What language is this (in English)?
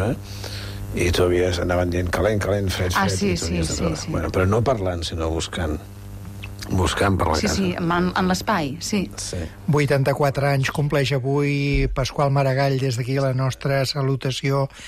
Catalan